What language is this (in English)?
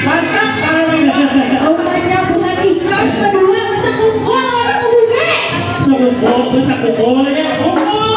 Banjar